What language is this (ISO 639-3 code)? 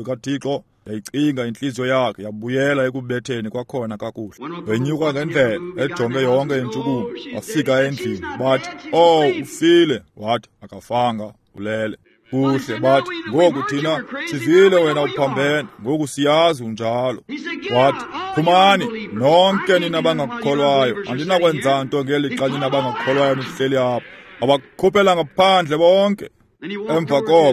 xho